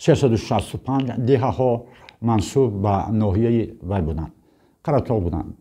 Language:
Tajik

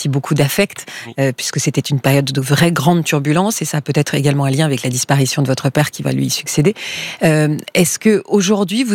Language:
French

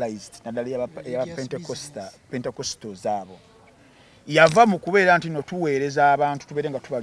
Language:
Ganda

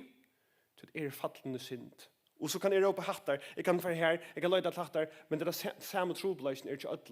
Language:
Faroese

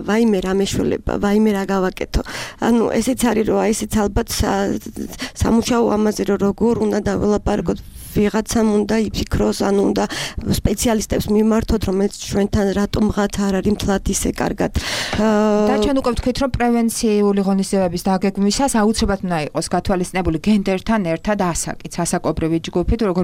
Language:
Georgian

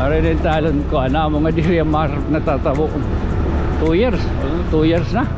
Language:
Waray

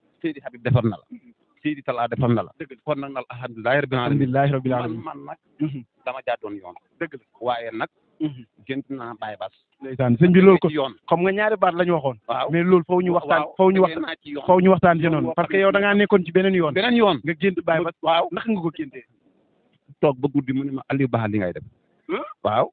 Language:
Wolof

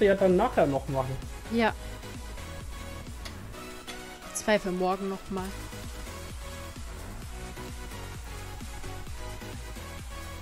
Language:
German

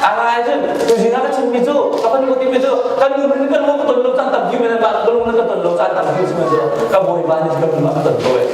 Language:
Hakha Chin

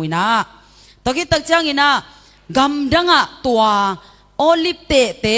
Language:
Tedim Chin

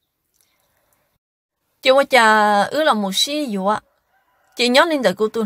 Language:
Vietnamese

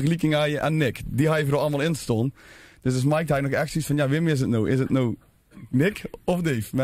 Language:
Limburgish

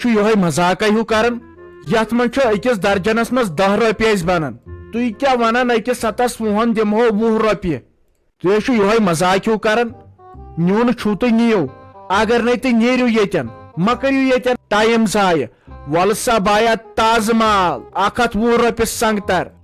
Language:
Kashmiri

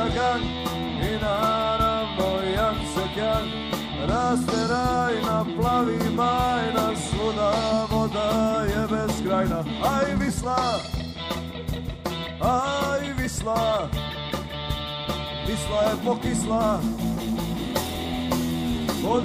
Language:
Croatian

